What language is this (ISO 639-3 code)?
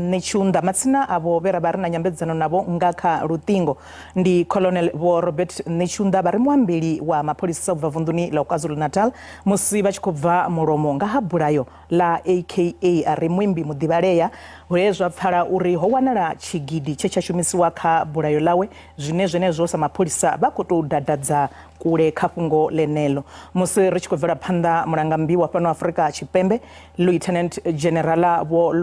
ven